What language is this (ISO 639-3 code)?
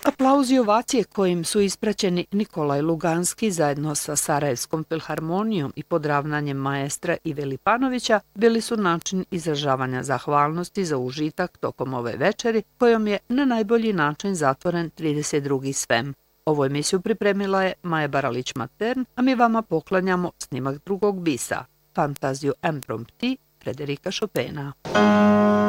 bos